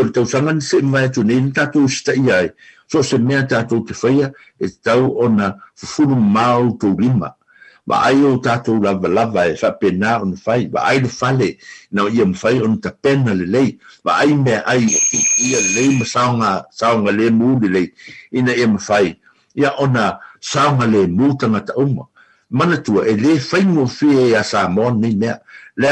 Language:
Samoan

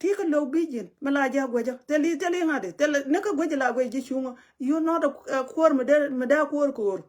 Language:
Nuer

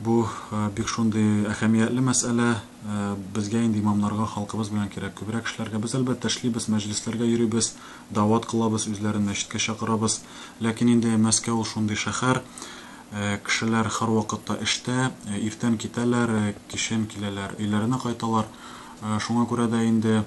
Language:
Tatar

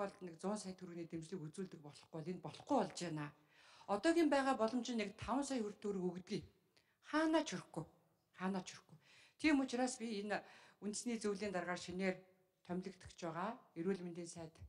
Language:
Mongolian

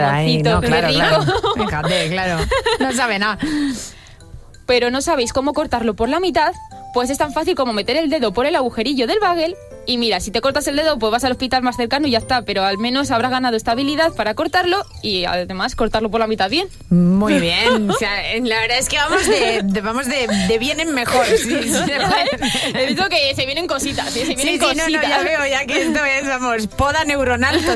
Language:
Spanish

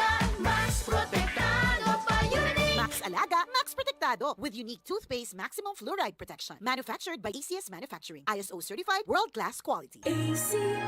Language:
Bikol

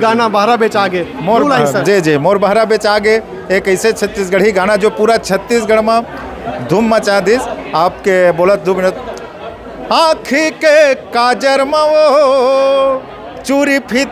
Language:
Chhattisgarhi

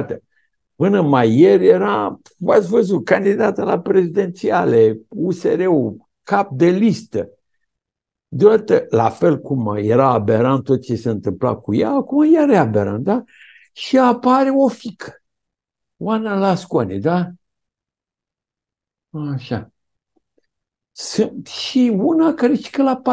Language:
Romanian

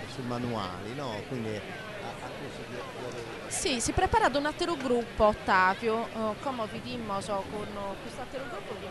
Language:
Sardinian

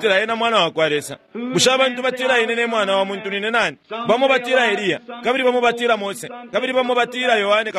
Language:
Bemba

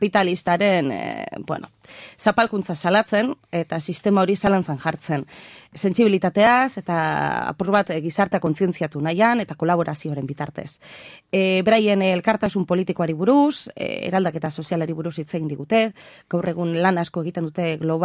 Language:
Basque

